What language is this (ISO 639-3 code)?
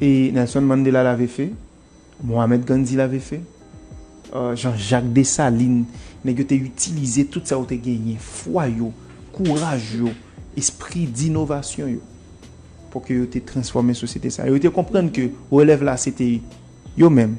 hat